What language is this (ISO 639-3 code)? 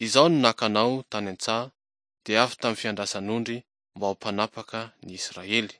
mlg